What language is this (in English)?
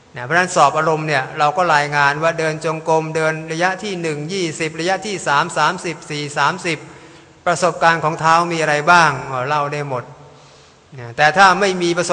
Thai